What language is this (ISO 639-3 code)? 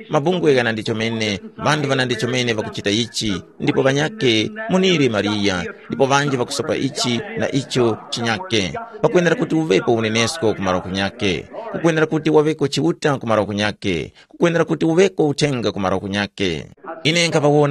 tum